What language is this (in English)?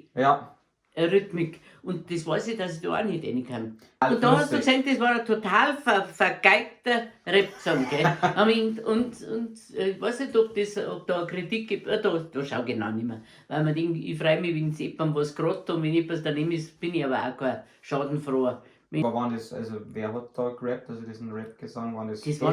Bavarian